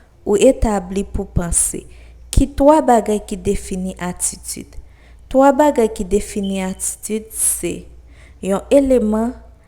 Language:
Haitian Creole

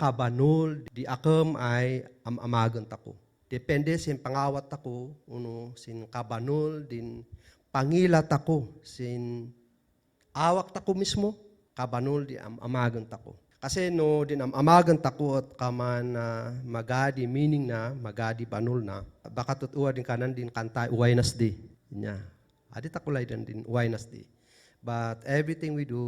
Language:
Kankanaey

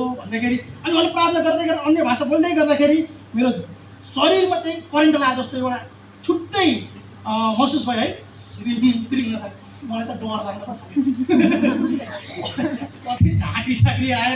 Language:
Nepali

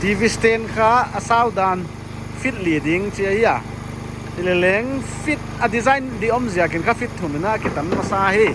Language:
Paite Chin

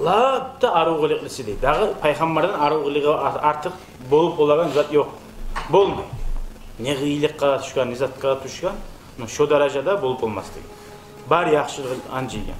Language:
Kumyk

